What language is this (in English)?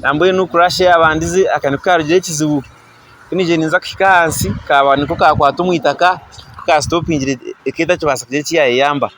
Nyankole